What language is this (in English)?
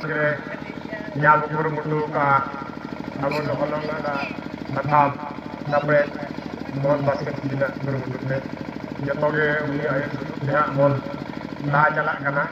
Santali